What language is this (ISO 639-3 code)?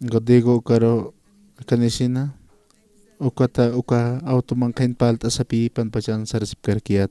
aym